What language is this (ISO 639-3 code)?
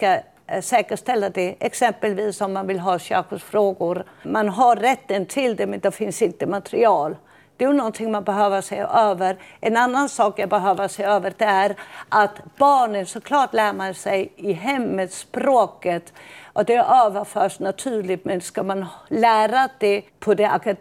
swe